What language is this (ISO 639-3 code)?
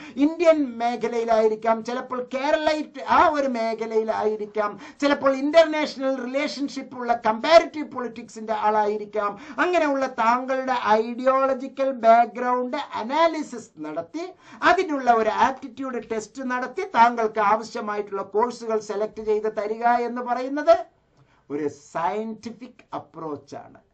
mal